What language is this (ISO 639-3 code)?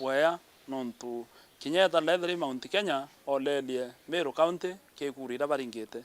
mer